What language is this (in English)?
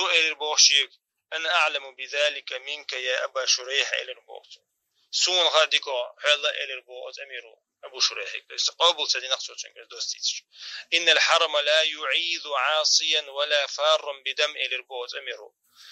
Chechen